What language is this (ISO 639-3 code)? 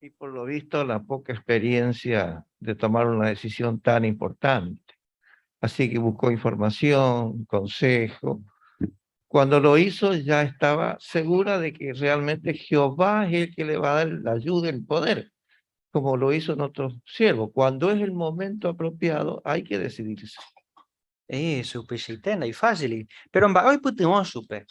grn